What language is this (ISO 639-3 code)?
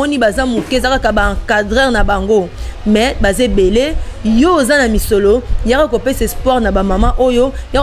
lin